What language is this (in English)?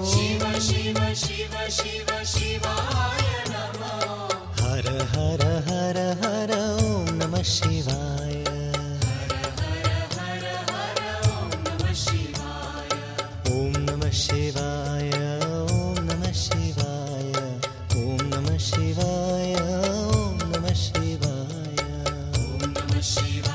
Kannada